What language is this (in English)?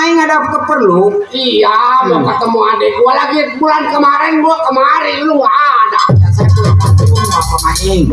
Betawi